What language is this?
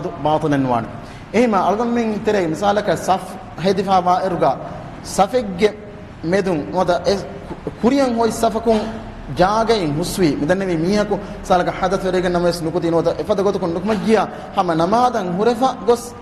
Divehi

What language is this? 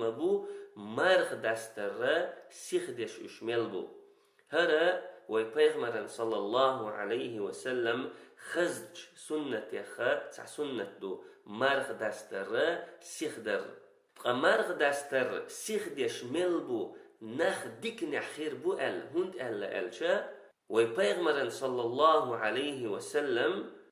Chechen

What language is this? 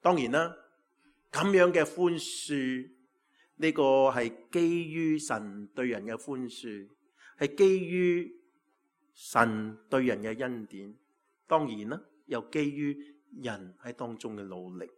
Cantonese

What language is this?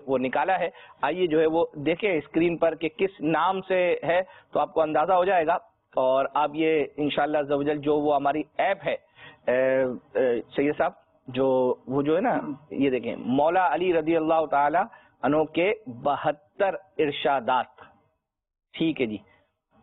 Urdu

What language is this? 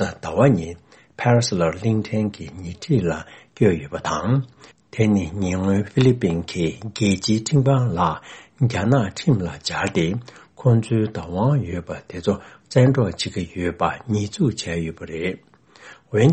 Tibetan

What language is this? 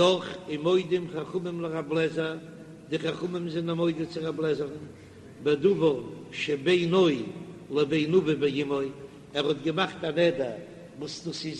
Yiddish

